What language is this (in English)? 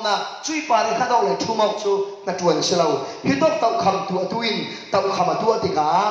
Falam Chin